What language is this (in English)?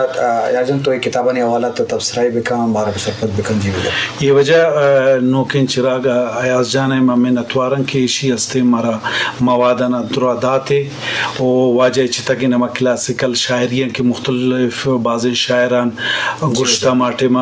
Eastern Balochi